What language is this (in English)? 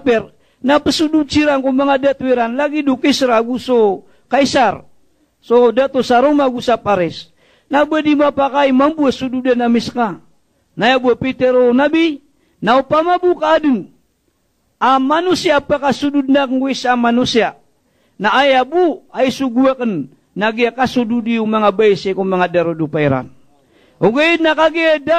Maranao